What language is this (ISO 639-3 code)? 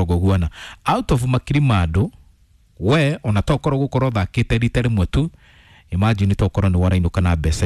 kik